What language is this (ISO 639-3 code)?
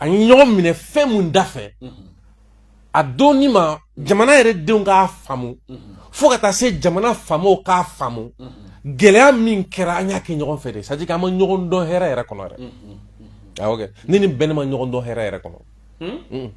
bam